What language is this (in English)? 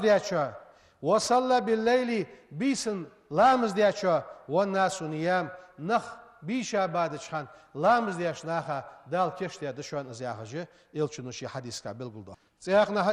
Ingush